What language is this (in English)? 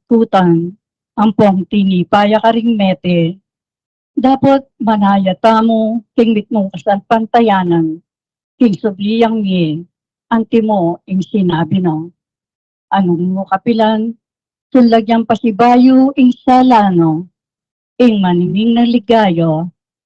Pampanga